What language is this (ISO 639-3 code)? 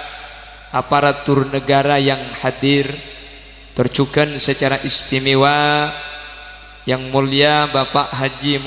mad